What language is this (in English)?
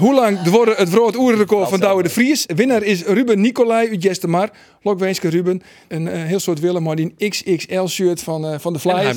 Western Frisian